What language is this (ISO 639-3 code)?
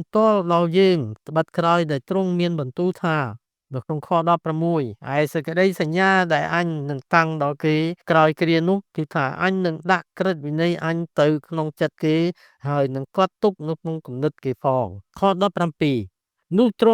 khm